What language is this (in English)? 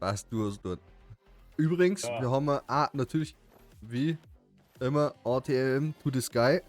Bavarian